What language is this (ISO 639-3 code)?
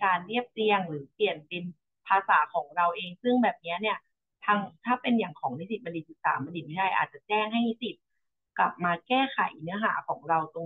tha